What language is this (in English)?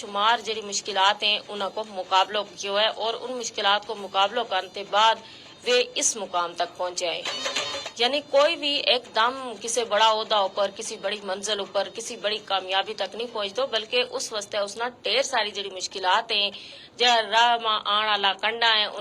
Gujari